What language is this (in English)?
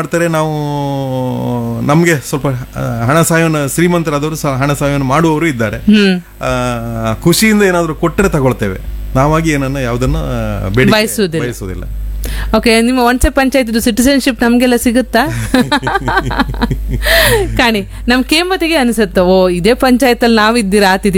Kannada